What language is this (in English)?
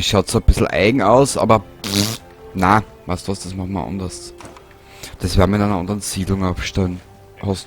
Bavarian